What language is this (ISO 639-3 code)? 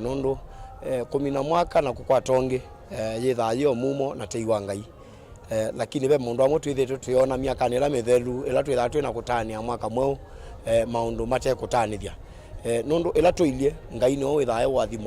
kam